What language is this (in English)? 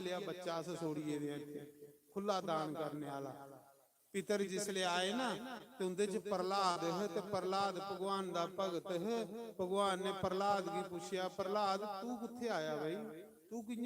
Dogri